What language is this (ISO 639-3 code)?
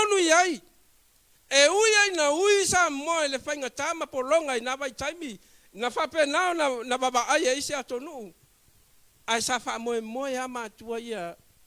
smo